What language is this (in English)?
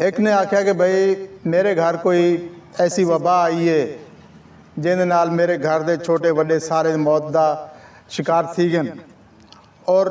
Saraiki